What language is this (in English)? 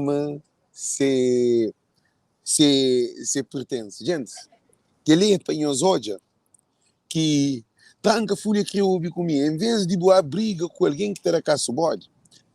Kabuverdianu